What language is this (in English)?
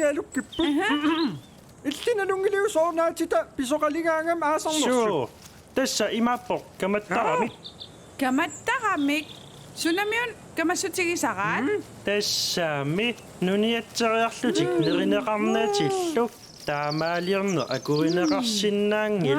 Kalaallisut